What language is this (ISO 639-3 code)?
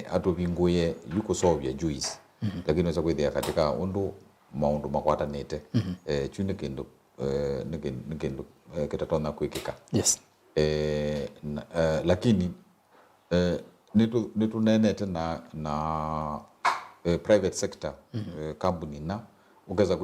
kam